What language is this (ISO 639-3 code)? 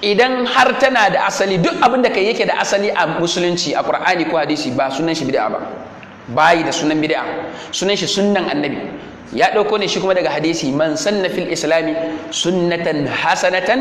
hau